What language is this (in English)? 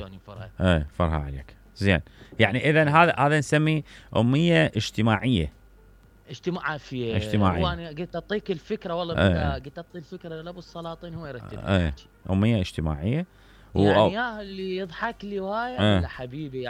Mesopotamian Arabic